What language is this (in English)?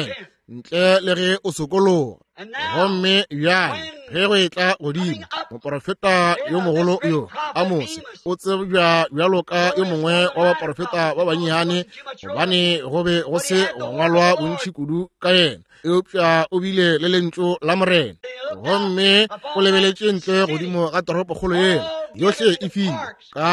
Northern Sotho